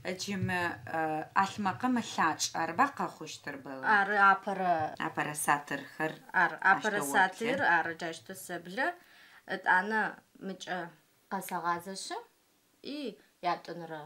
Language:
Adyghe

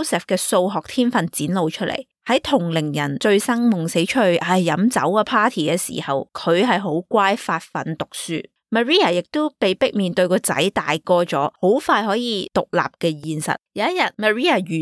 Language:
Cantonese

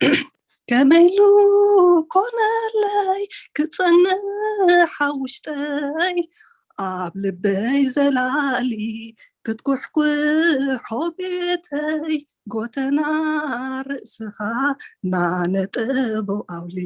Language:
Tigrinya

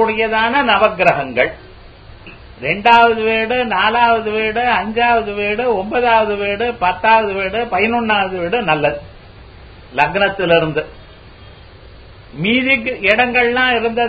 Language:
Tamil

